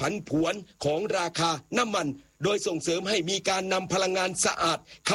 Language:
Thai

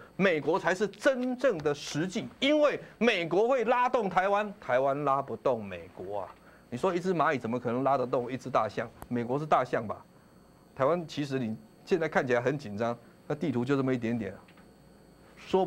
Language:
Chinese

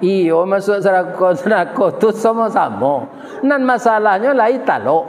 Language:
Minangkabau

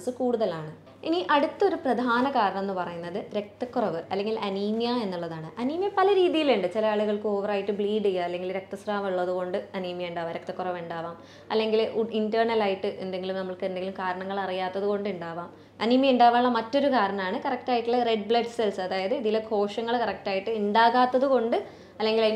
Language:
Malayalam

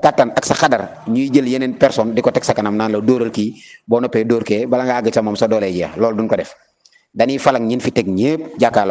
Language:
Wolof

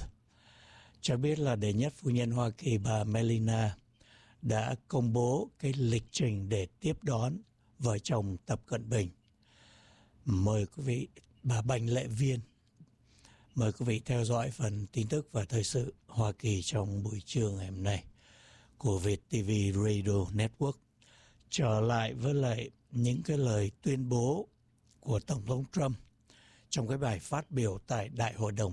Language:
Vietnamese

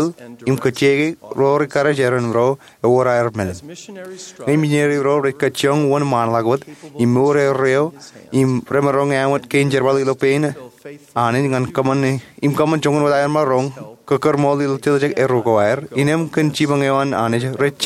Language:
Marshallese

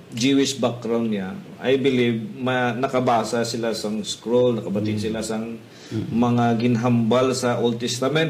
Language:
Hiligaynon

